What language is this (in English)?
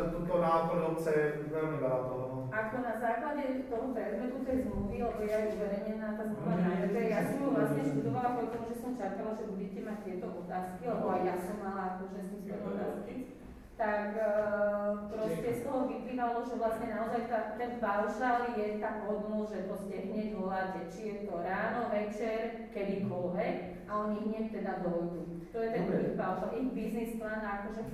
Slovak